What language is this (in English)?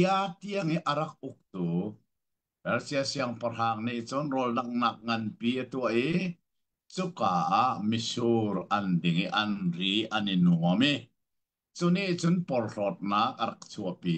Hakha Chin